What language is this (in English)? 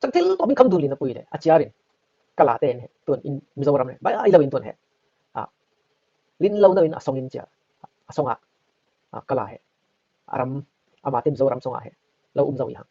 Falam Chin